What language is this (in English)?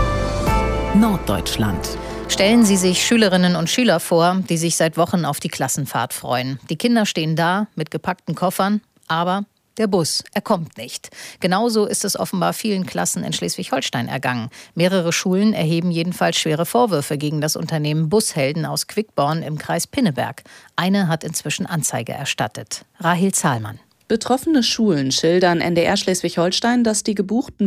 German